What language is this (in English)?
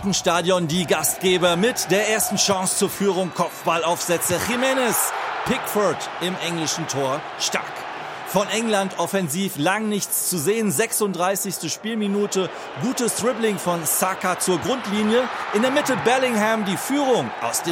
German